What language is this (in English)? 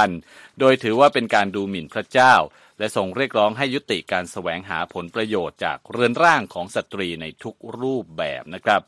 Thai